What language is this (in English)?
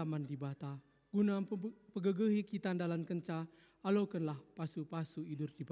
Batak Karo